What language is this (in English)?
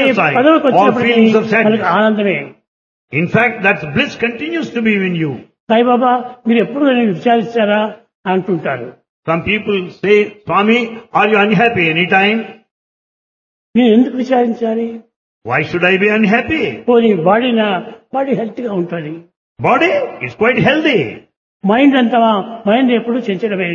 Telugu